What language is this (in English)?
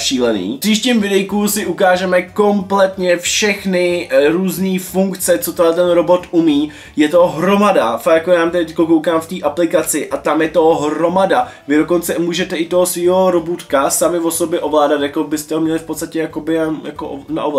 Czech